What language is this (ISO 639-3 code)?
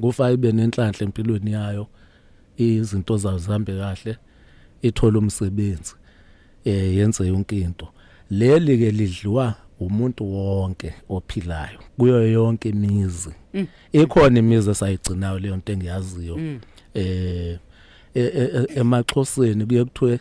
zul